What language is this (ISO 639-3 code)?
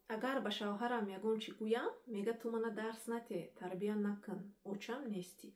tgk